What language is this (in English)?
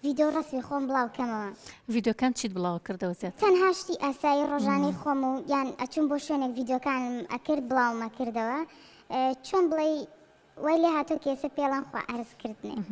Central Kurdish